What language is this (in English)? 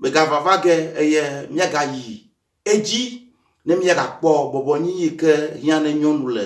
Ewe